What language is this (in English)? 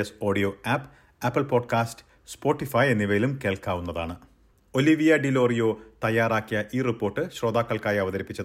Malayalam